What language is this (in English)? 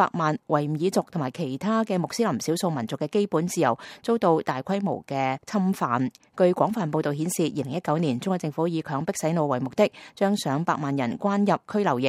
Cantonese